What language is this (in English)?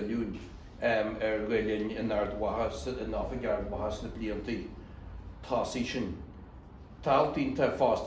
Irish